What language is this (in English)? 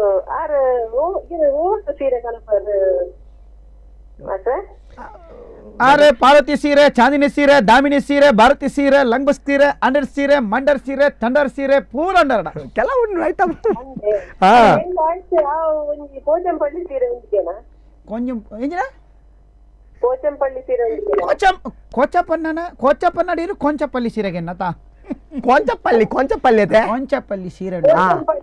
Kannada